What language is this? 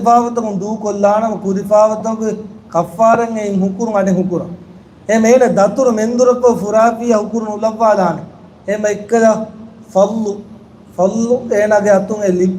Divehi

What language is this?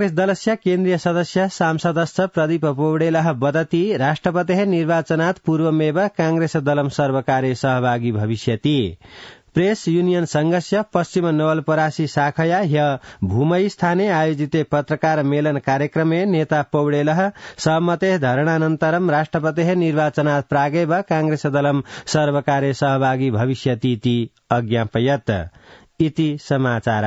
Sanskrit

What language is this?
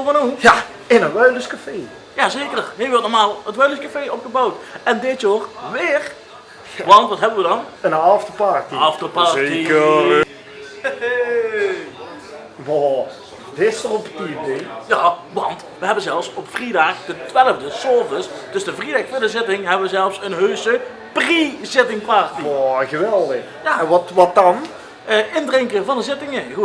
Limburgish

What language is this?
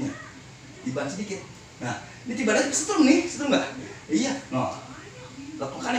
Betawi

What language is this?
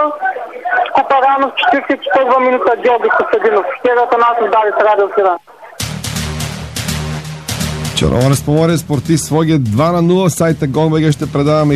Bulgarian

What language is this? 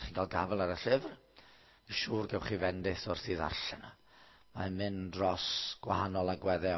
Welsh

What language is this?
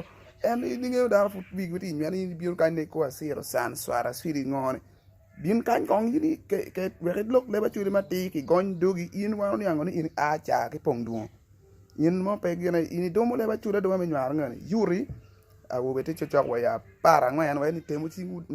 Acoli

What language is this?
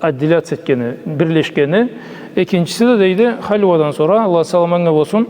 Karachay-Balkar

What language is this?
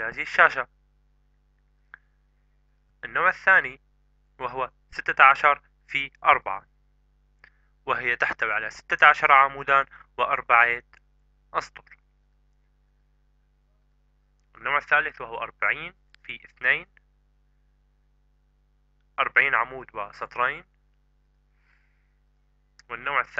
Arabic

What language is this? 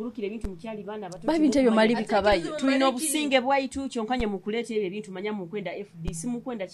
Nyoro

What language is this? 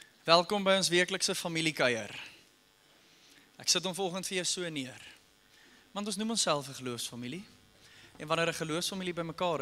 Afrikaans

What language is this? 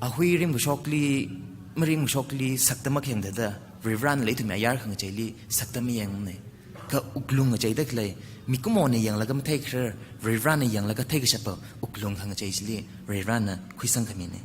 Tangkhul Naga (India)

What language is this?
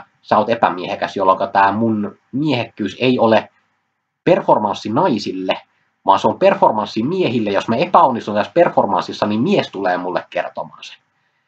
Finnish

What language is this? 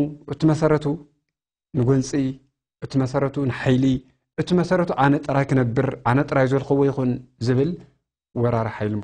Tigrinya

